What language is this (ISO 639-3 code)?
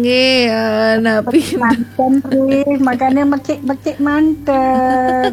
ban